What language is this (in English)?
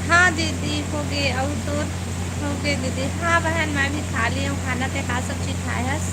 Chhattisgarhi